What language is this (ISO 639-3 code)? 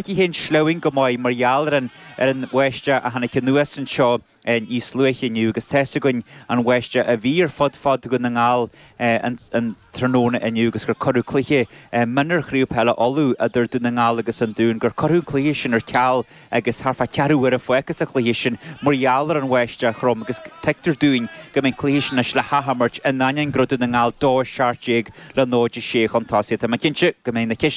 gle